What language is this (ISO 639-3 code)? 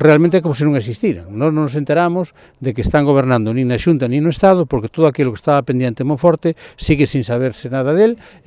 glg